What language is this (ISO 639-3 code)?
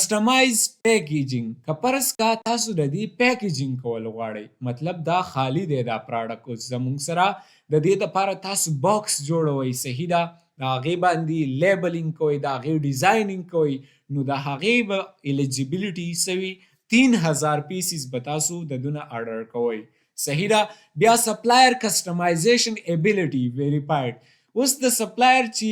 pus